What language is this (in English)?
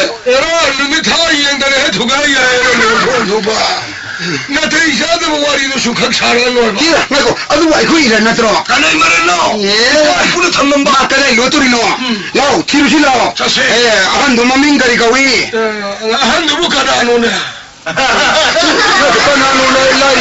Manipuri